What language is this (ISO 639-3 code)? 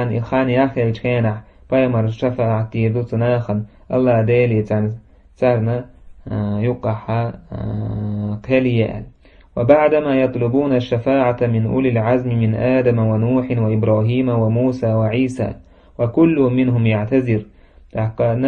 che